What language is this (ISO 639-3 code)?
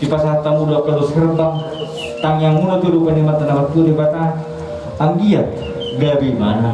bbc